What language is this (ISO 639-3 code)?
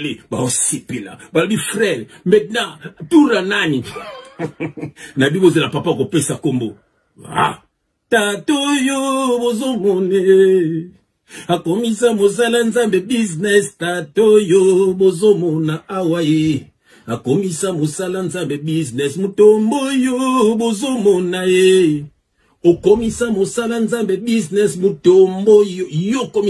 lin